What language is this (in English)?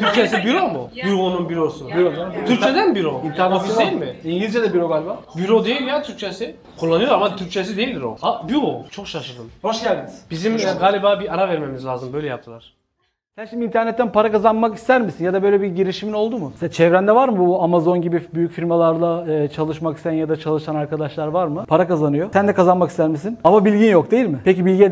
Turkish